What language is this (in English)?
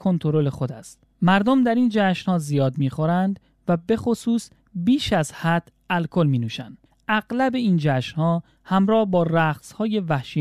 Persian